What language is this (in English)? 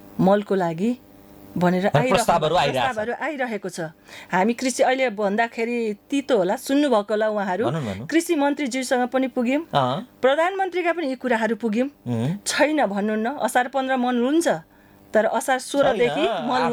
Nepali